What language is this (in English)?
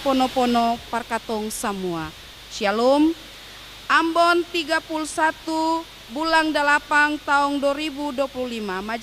Ambonese Malay